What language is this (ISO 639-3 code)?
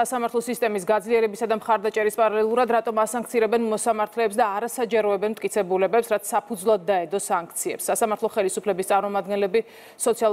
kat